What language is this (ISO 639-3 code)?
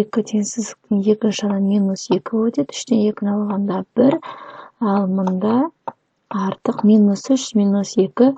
kaz